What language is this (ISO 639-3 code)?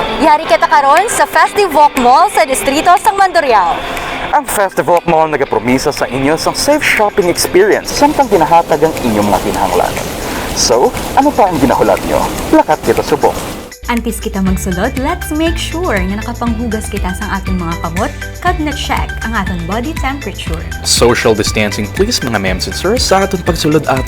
hil